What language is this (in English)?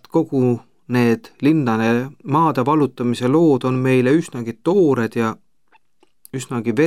Estonian